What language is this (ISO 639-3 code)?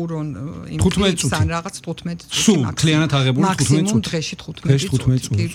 kat